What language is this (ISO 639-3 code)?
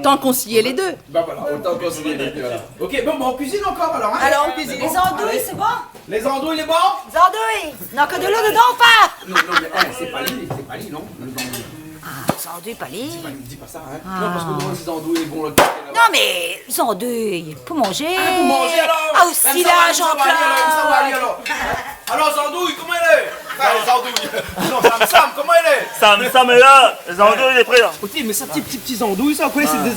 rcf